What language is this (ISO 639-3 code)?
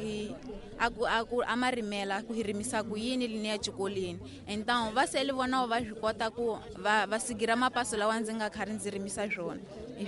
tso